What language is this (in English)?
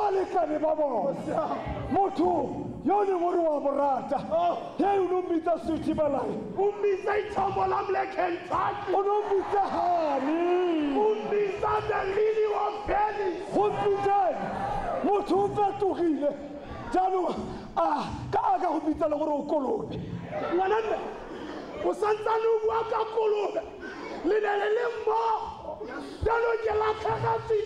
Tswana